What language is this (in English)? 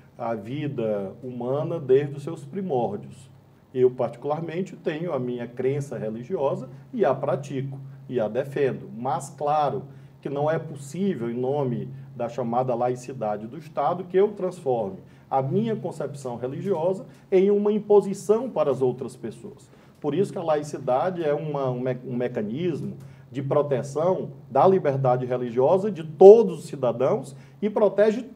Portuguese